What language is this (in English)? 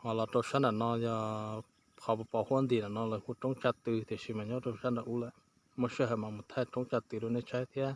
Hmong